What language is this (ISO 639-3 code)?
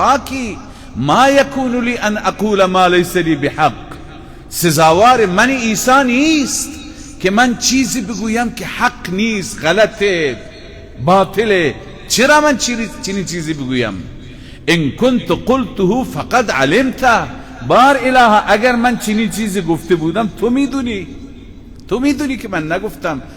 fas